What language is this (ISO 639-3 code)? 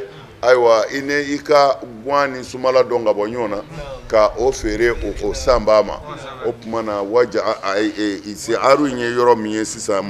bam